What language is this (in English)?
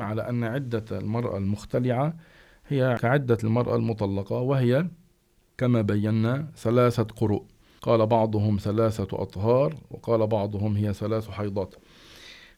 Arabic